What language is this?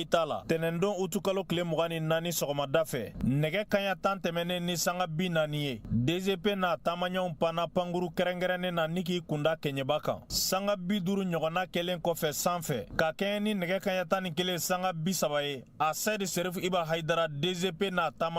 Bambara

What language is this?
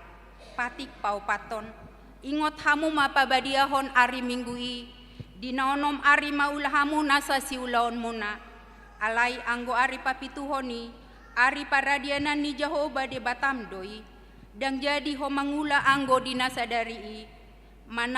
Batak Toba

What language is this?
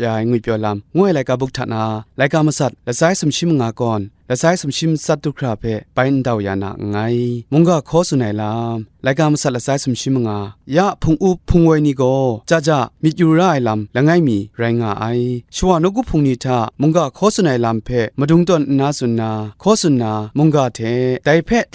Kachin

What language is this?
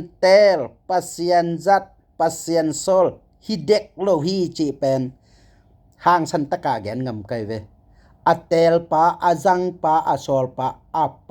Tedim Chin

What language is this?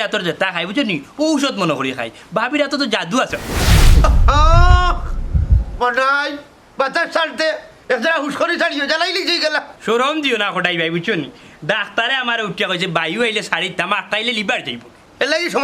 Sylheti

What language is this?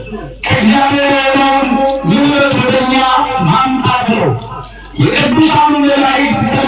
Amharic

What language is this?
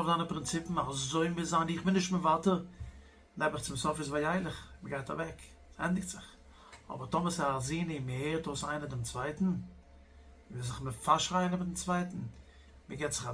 Yiddish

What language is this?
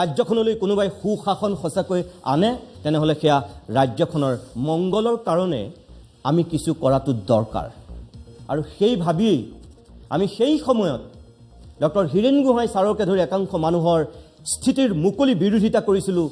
Assamese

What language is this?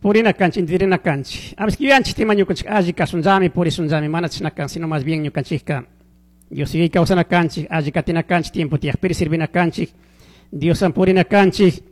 Chimborazo Highland Quichua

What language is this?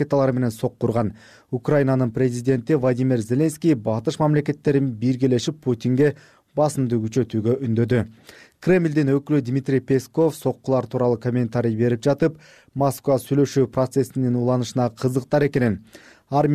Kyrgyz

